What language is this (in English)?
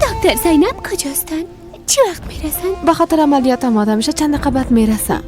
Persian